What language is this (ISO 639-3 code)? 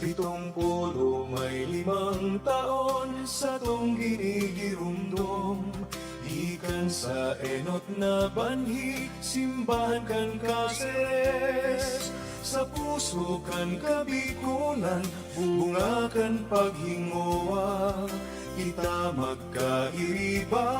bik